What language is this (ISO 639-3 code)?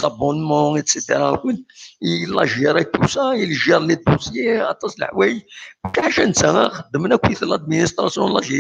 kab